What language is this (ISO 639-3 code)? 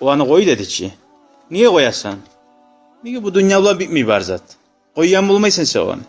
kum